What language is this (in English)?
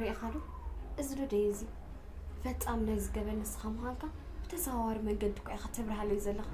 Tigrinya